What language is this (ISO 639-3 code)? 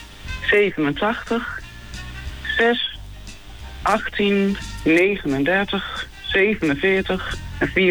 nld